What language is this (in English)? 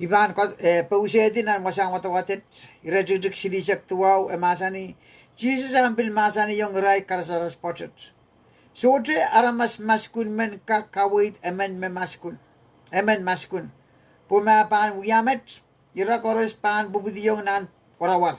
Pohnpeian